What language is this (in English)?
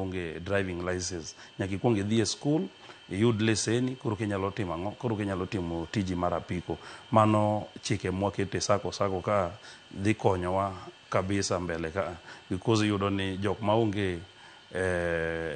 Luo (Kenya and Tanzania)